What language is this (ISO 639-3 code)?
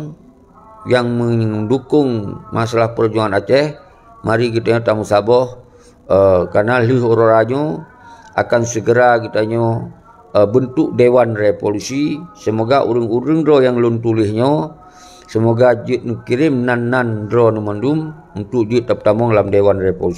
ace